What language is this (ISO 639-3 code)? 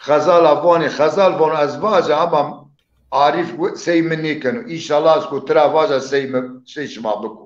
zza